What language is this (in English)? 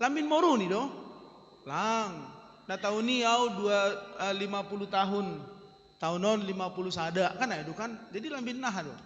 Batak Simalungun